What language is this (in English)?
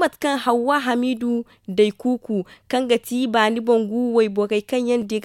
Zarma